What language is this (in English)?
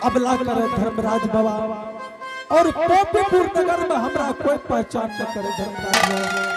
Angika